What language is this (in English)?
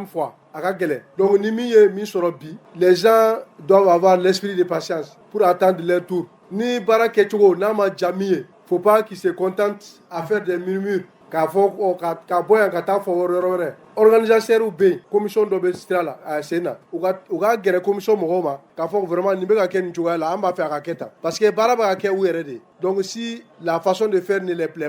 Bambara